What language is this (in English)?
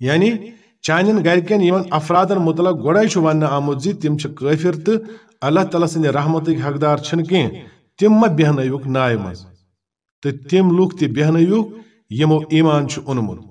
Kashmiri